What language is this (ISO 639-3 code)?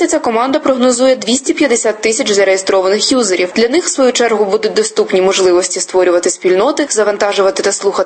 ukr